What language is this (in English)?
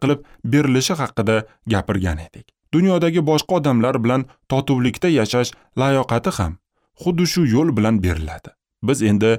Uzbek